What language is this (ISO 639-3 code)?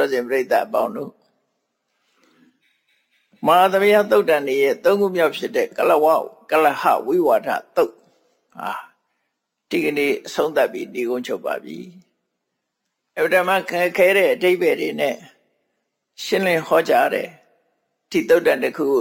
mya